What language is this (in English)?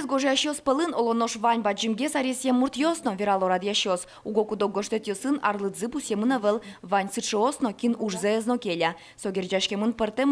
Udmurt